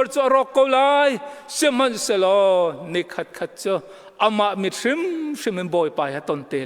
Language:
Hakha Chin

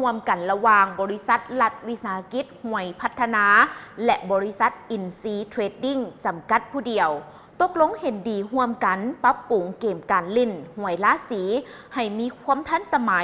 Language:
Lao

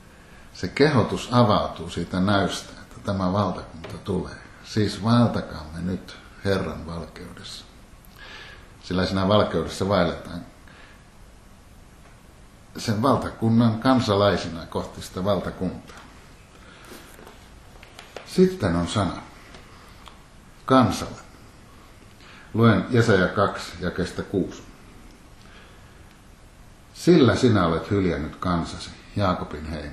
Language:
Finnish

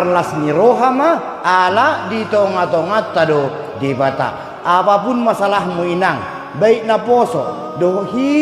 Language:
Batak Toba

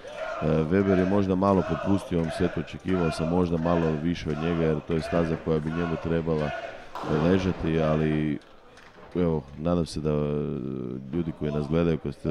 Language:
Croatian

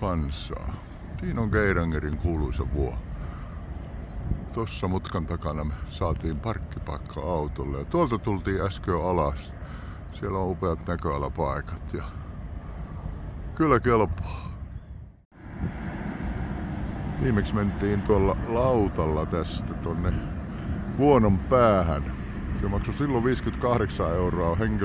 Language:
Finnish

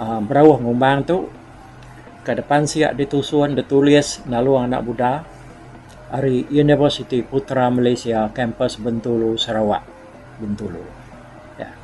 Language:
Iban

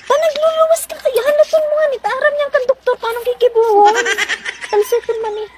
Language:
Bikol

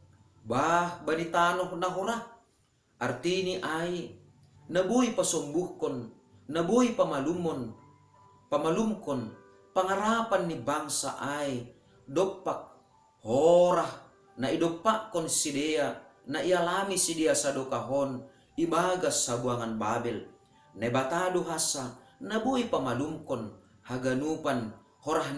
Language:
Batak Simalungun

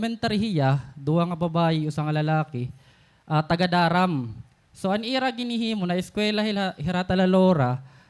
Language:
Waray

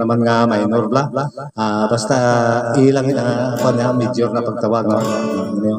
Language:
Hiligaynon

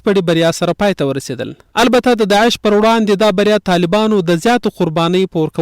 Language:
Pashto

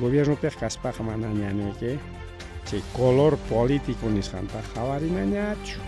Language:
Ayacucho Quechua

